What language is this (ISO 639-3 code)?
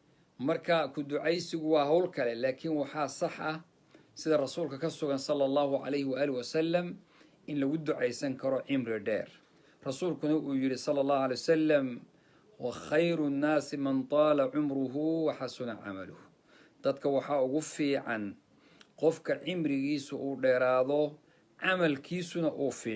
som